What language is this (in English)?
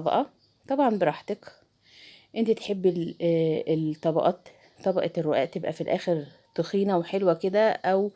Egyptian Arabic